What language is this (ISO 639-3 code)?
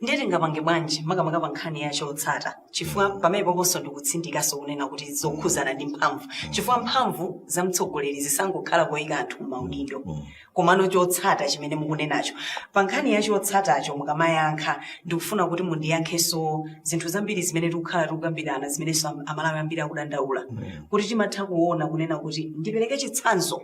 nya